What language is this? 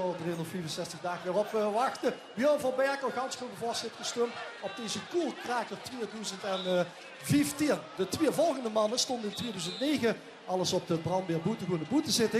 Limburgish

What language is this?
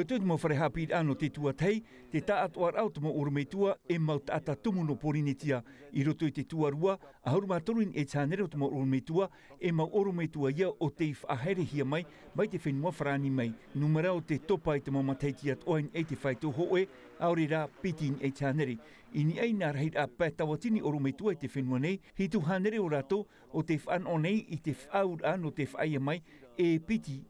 Tahitian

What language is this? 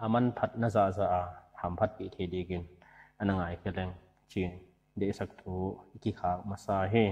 Paite Chin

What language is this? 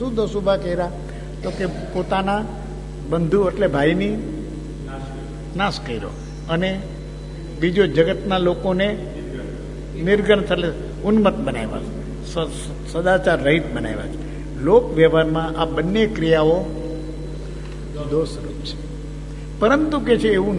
Gujarati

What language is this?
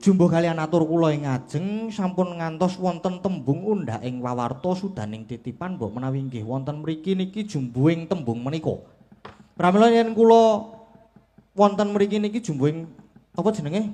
Javanese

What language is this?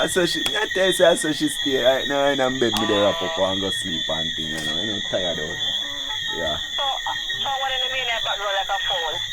Jamaican Creole English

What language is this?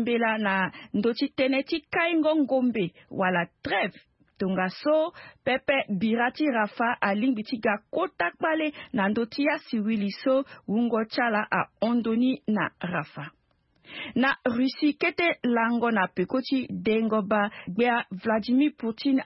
Sango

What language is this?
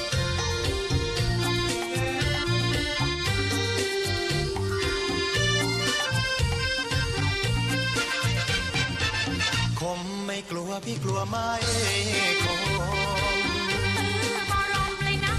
Thai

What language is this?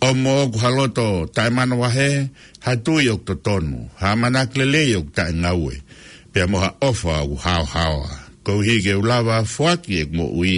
Tongan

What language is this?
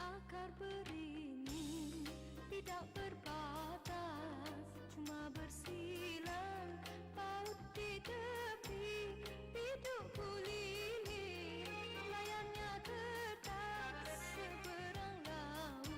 Betawi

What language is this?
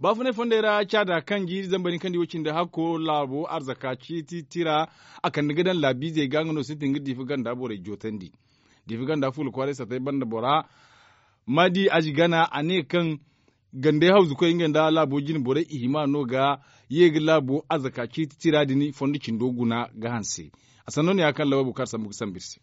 Zarma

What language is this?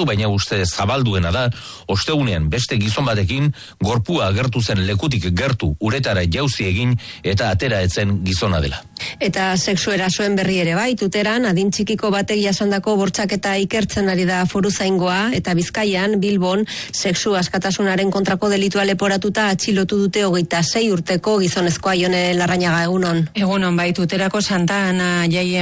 Basque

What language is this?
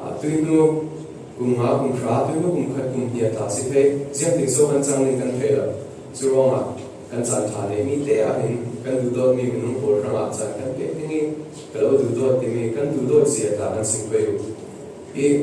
Falam Chin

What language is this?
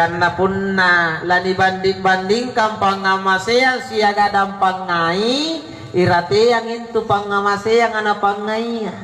Makasar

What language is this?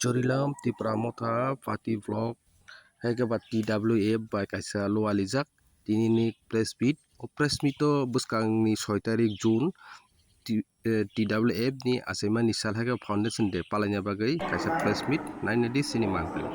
Kok Borok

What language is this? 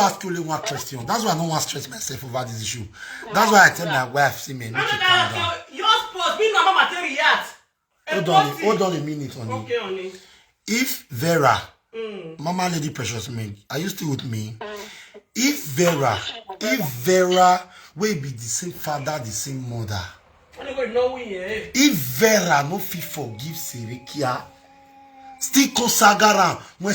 Nigerian Pidgin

